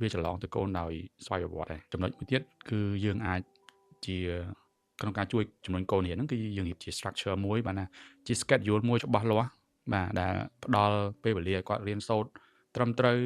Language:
Khmer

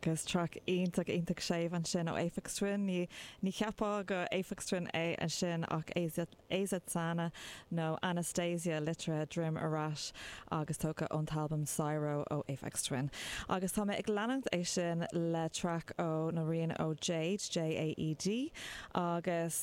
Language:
Irish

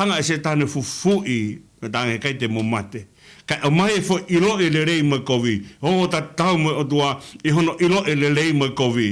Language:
Tongan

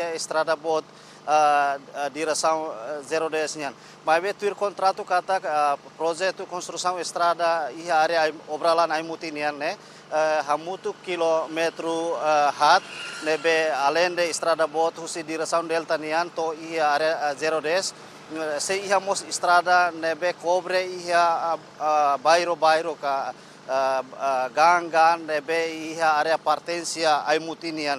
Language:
Tetum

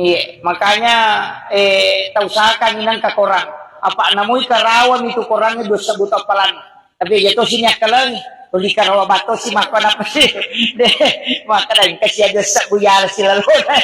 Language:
Buginese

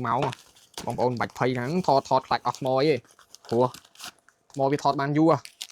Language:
Khmer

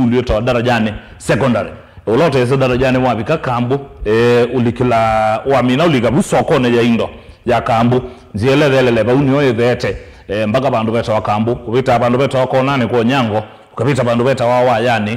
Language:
Kamba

